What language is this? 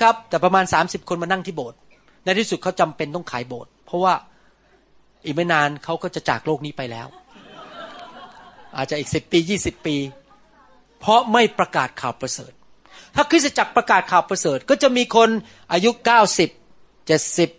Thai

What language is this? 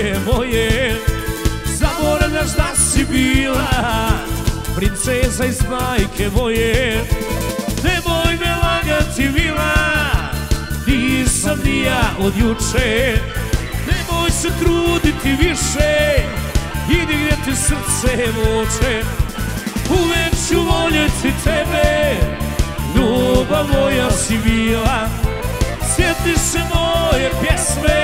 Serbian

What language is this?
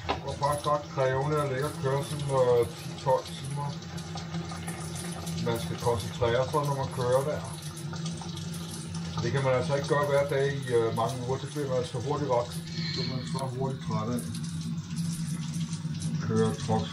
Danish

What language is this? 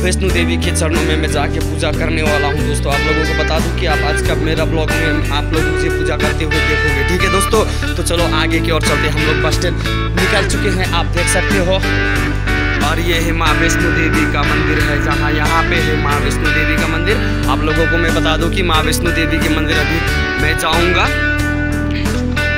Hindi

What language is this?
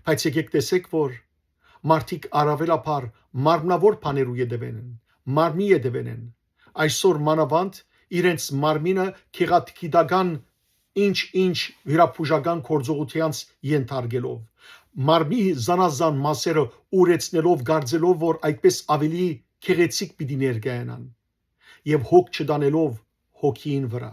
Western Armenian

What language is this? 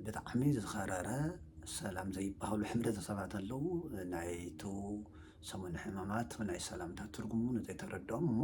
Tigrinya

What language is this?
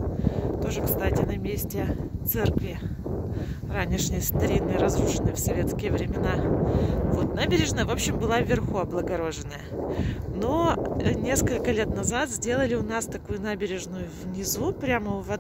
Russian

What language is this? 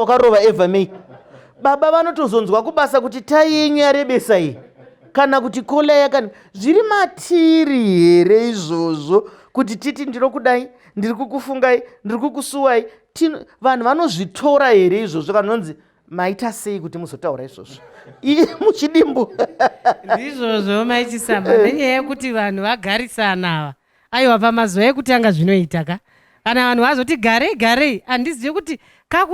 Shona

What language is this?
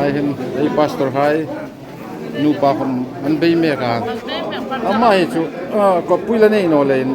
Hmar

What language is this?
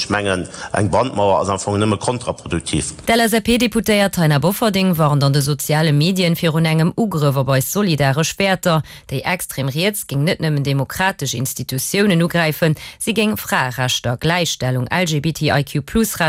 Luxembourgish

